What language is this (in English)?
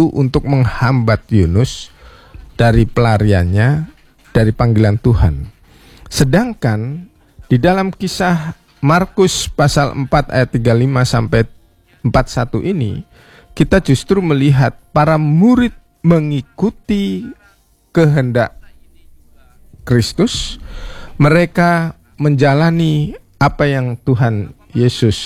Indonesian